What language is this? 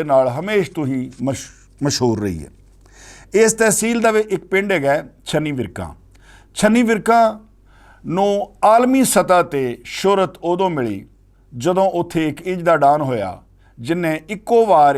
Western Panjabi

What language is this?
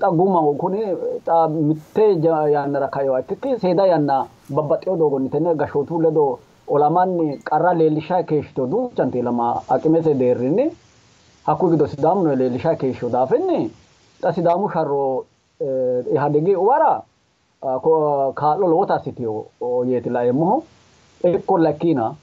Sidamo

